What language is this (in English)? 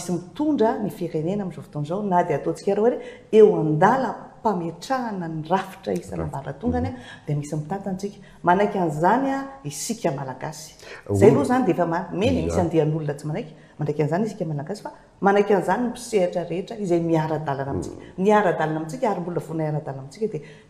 Malagasy